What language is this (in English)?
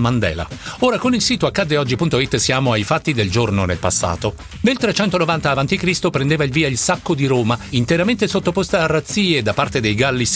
Italian